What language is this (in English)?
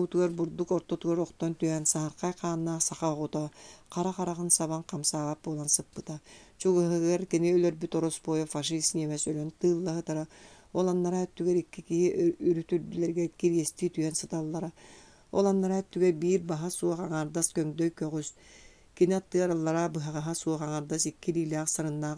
Yakut